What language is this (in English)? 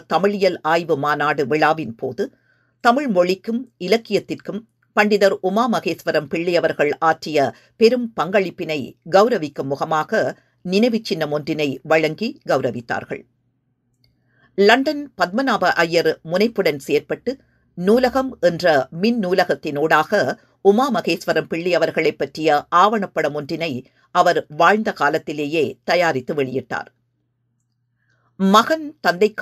Tamil